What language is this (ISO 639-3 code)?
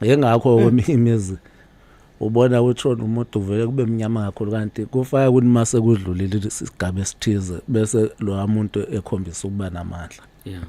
zul